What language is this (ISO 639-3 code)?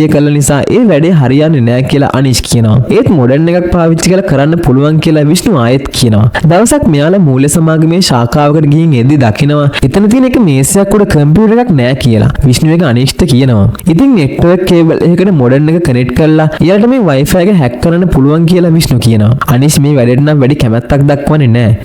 sin